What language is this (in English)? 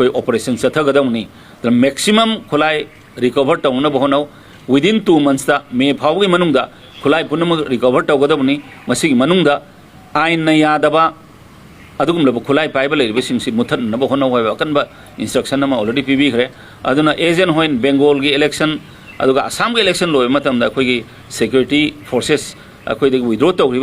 Manipuri